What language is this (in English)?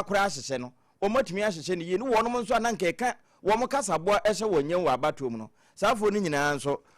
Akan